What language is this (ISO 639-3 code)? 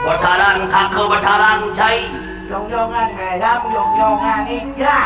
ban